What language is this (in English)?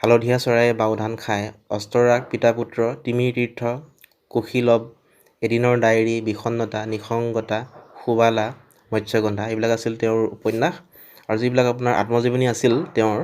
Assamese